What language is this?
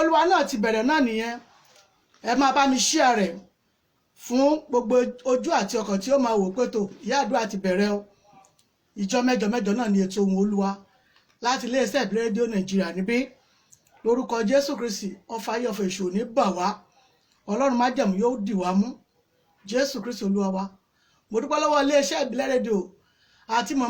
Yoruba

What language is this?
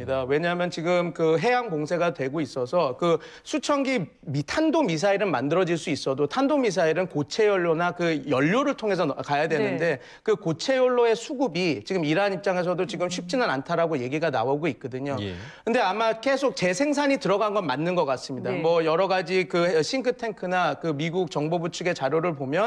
Korean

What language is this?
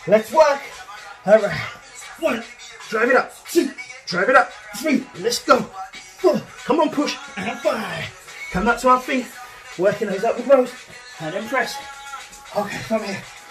English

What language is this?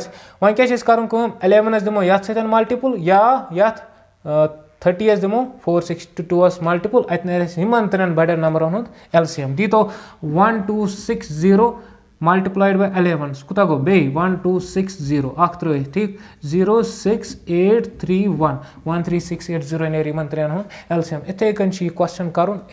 Kashmiri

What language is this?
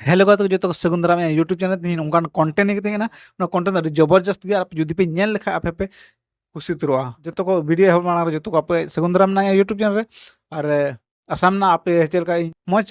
Santali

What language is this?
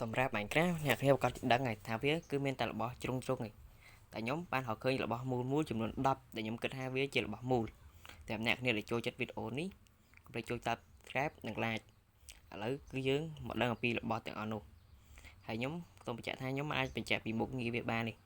Khmer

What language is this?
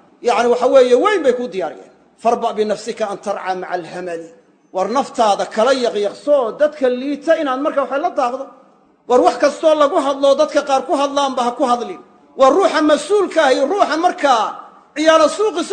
Somali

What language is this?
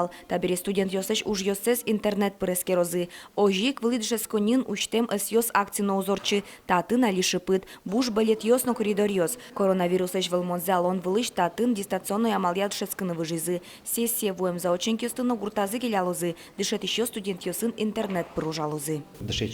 Udmurt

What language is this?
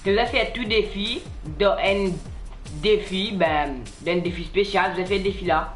Morisyen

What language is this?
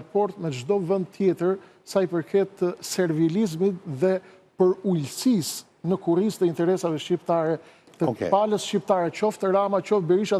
Albanian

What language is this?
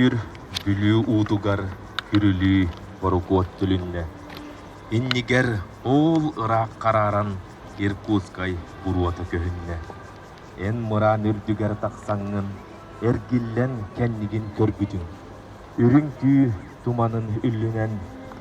Yakut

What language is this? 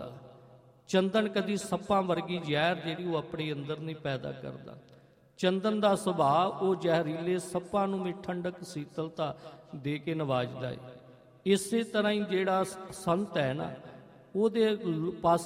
Punjabi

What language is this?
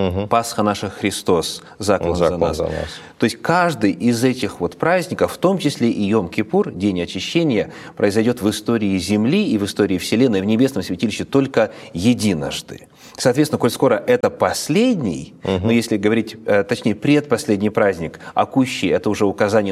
Russian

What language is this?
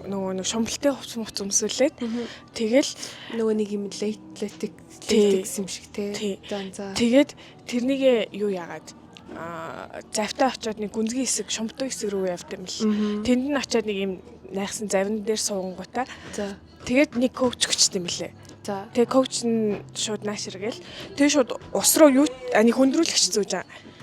Mongolian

